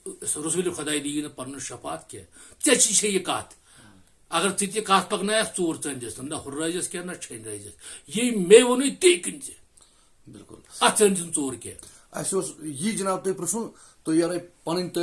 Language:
Kashmiri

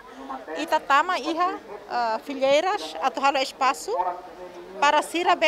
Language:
Tetum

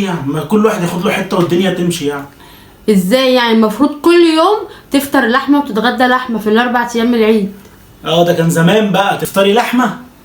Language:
Egyptian Arabic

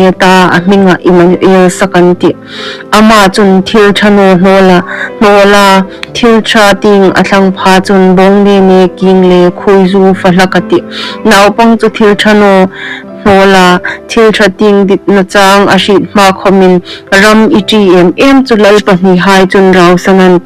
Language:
Hmar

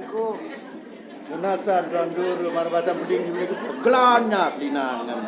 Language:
Sasak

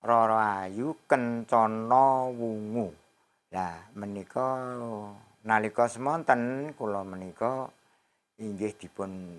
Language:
Javanese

